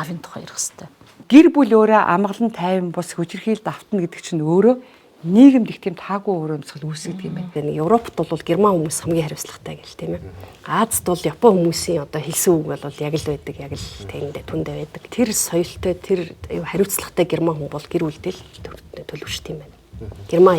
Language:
Mongolian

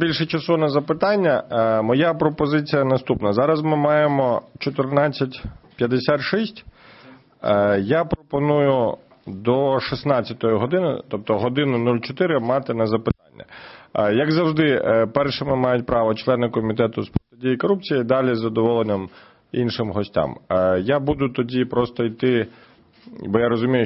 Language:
Ukrainian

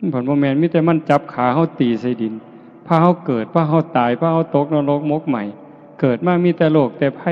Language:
Lao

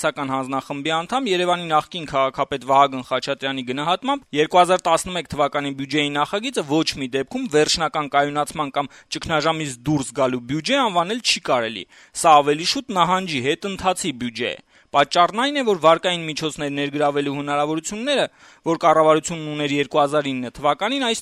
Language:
Armenian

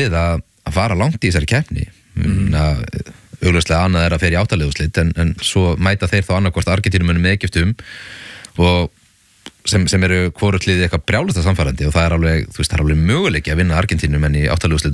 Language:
Icelandic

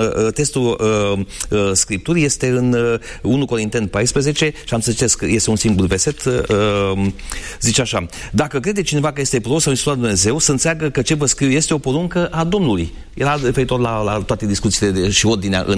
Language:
Romanian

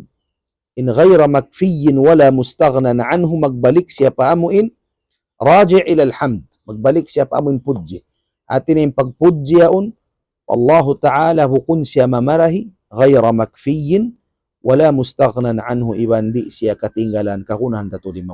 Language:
Tausug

